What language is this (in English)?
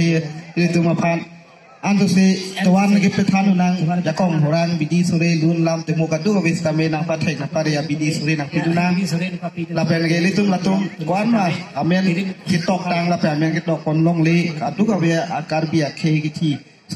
Karbi